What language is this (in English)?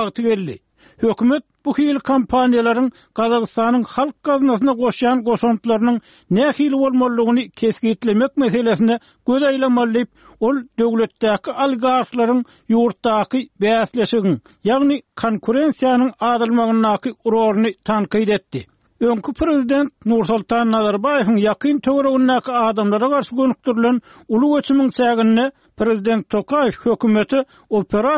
Turkmen